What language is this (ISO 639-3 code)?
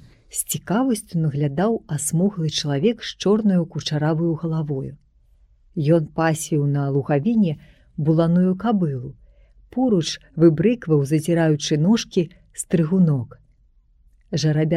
bel